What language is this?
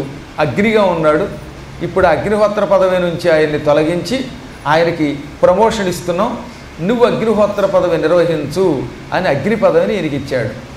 Telugu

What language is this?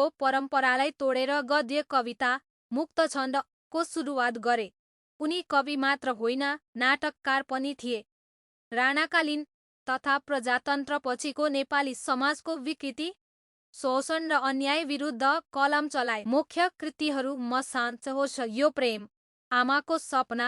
Nepali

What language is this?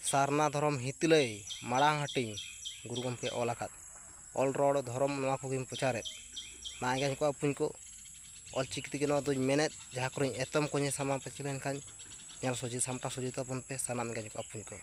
Santali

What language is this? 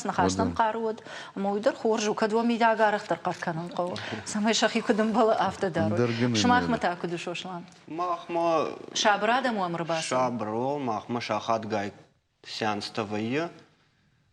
Ossetic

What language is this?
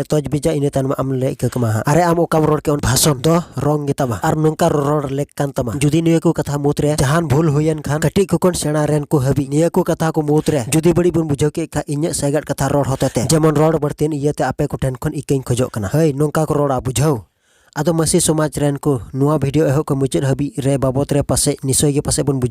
Santali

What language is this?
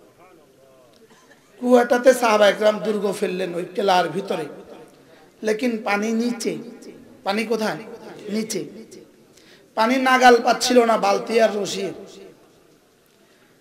Bangla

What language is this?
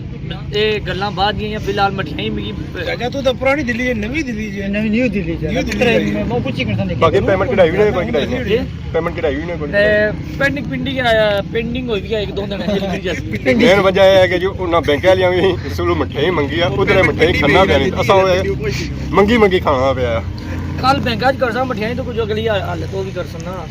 Pahari-Potwari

